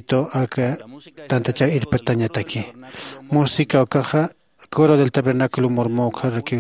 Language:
Aymara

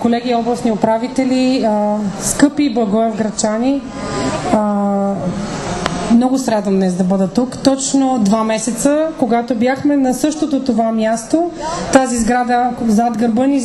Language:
Bulgarian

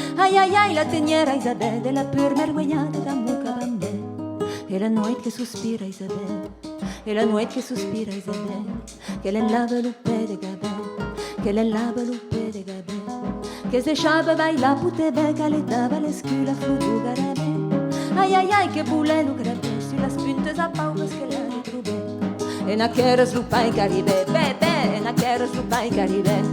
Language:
Occitan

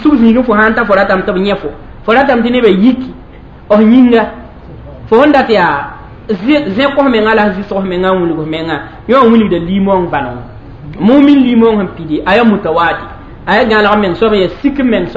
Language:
Mossi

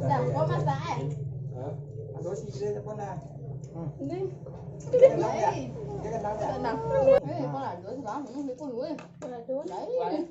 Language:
Minangkabau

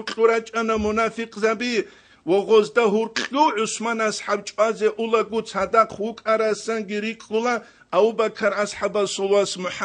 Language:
Avaric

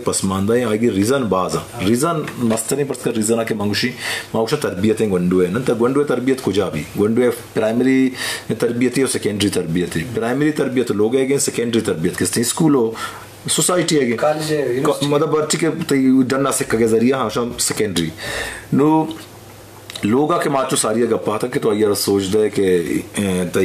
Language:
Eastern Balochi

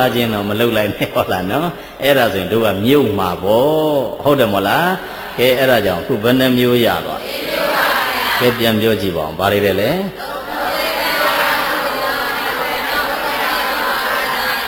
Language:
Burmese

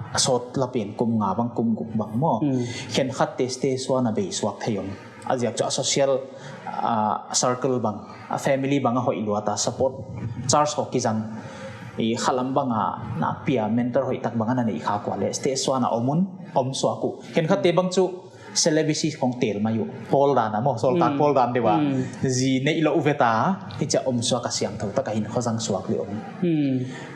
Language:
Paite Chin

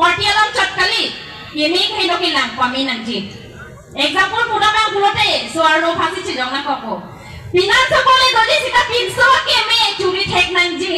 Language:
Karbi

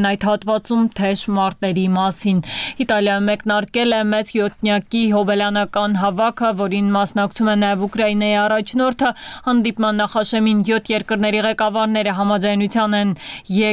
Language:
Armenian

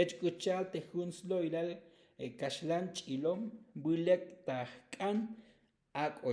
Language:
Tzotzil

